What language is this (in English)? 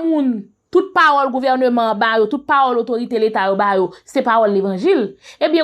Haitian Creole